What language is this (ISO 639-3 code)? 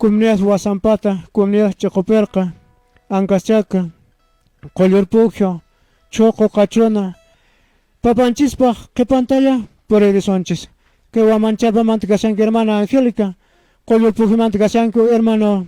que